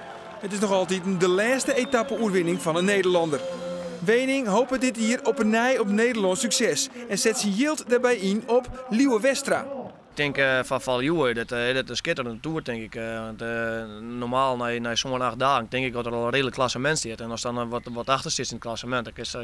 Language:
Western Frisian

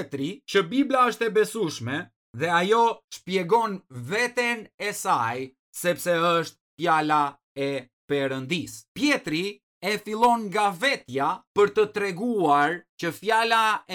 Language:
Albanian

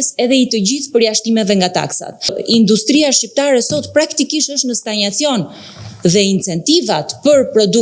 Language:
Albanian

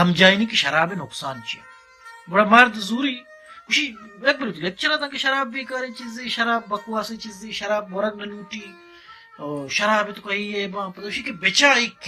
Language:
Baluchi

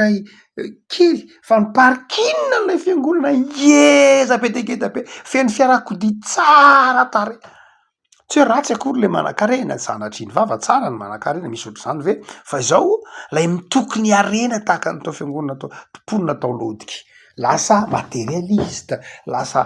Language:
Malagasy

